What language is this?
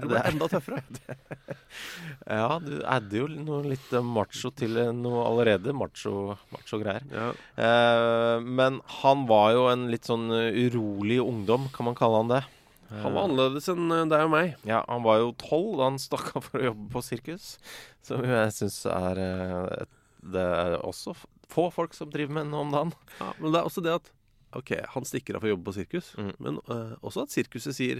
Norwegian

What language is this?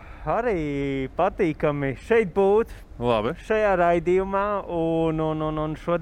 Latvian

